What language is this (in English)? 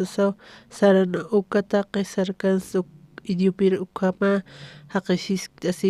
Aymara